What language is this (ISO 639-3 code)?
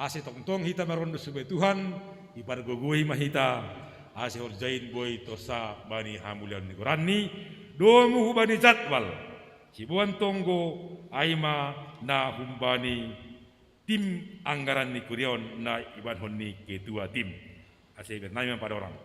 bts